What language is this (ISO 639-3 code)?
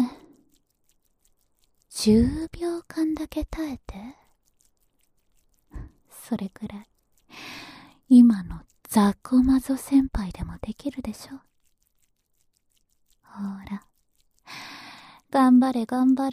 jpn